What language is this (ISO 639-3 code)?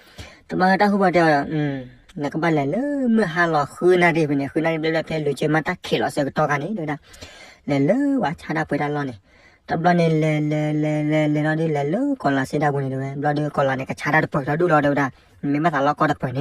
ksw